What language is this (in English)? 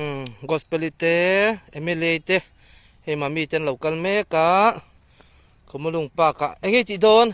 Mizo